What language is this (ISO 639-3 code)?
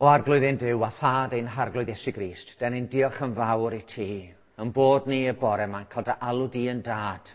cym